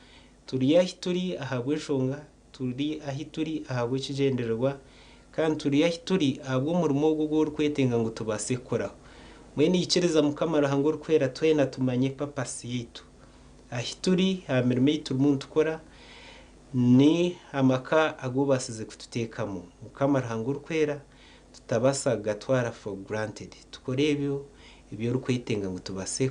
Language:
Nyankole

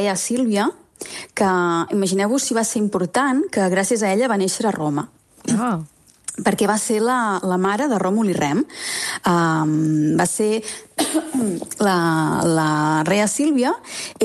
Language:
Catalan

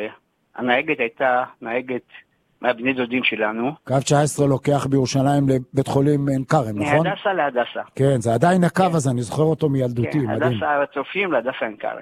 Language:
Hebrew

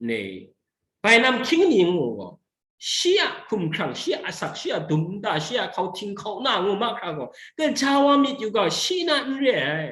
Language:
Kachin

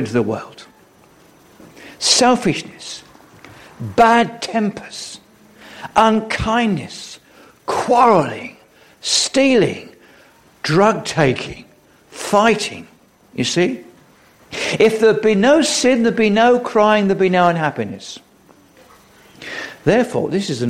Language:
English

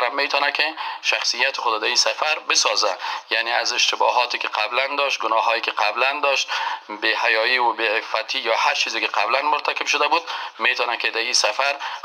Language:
Persian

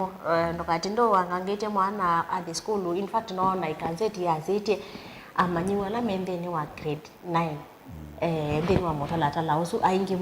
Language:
Kamba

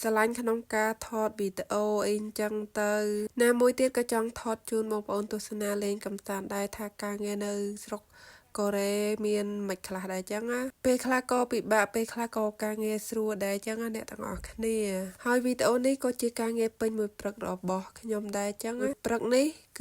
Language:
Khmer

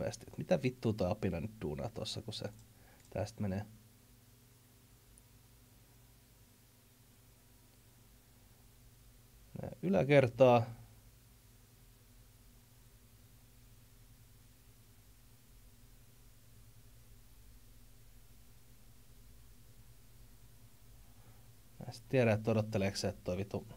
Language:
Finnish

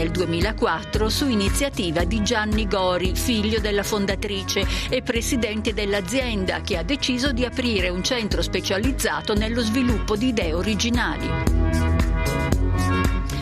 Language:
Italian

